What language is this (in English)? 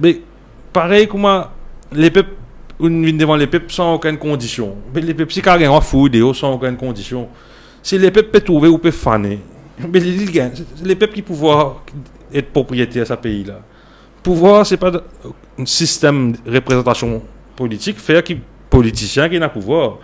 Morisyen